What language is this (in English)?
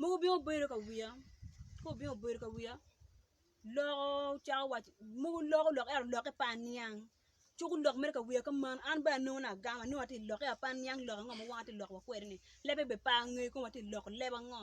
Acoli